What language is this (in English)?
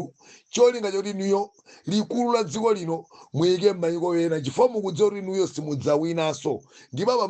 Nyanja